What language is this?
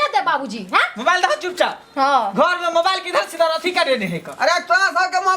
Maithili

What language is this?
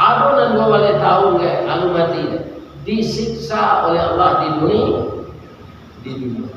Minangkabau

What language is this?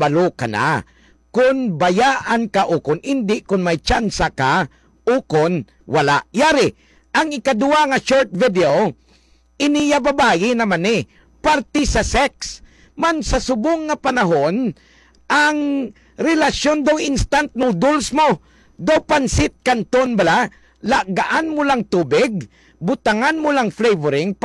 Hiligaynon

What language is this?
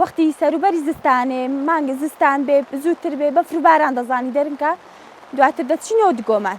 Central Kurdish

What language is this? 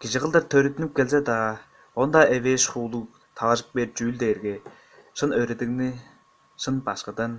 Tuvinian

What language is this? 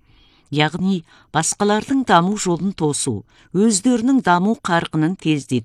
Kazakh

